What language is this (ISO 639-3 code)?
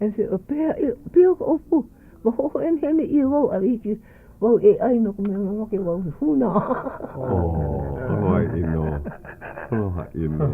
haw